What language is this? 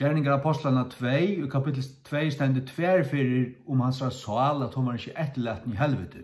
Faroese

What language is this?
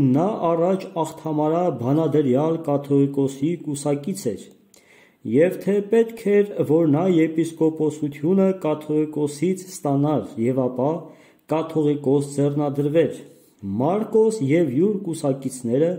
Armenian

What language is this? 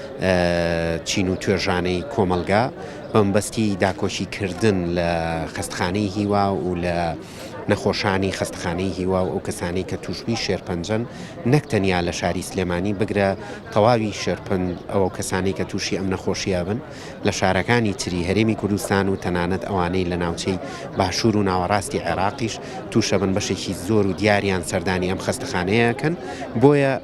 Central Kurdish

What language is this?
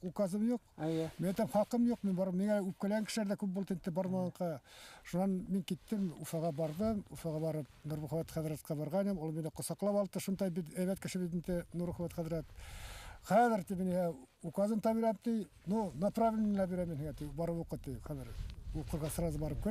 Bashkir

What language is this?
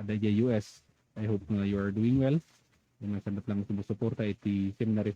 Iloko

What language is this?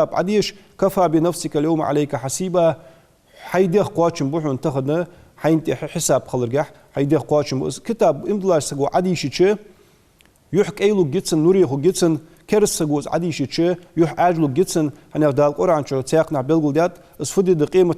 Ingush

